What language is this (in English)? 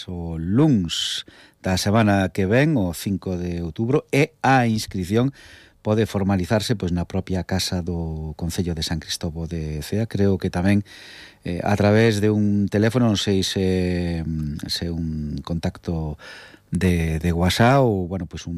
Galician